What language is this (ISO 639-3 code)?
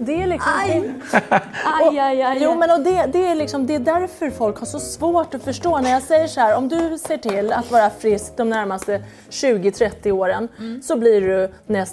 swe